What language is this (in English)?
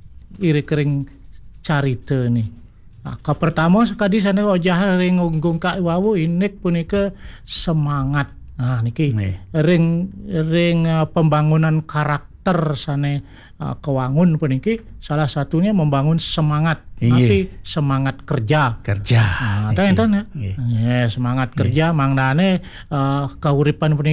Balinese